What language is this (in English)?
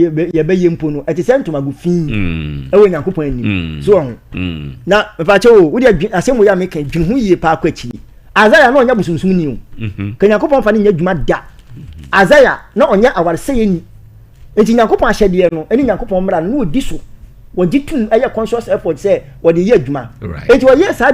Akan